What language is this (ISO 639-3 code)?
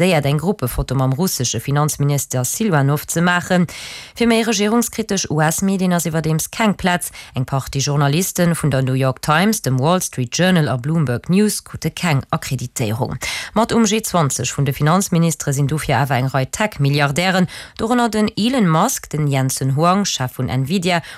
ltz